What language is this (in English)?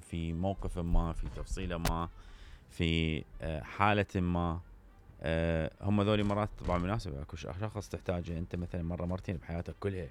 Mesopotamian Arabic